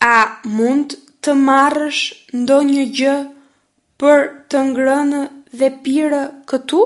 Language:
Albanian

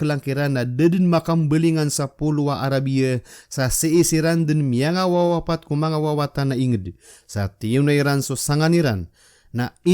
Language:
Maranao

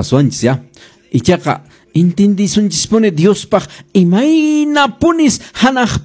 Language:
Quechua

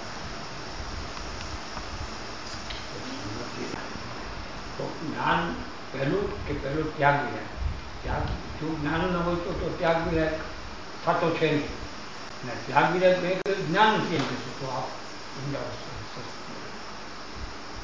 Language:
Gujarati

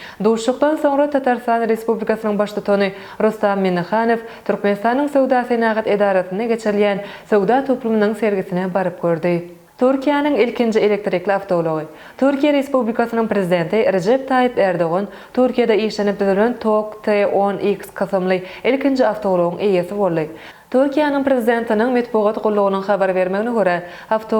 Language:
Turkmen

